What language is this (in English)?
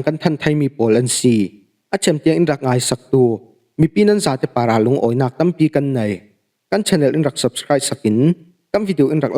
Falam Chin